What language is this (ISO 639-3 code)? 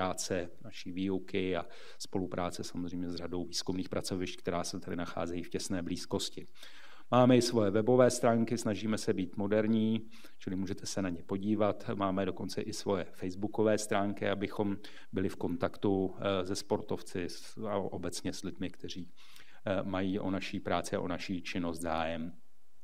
ces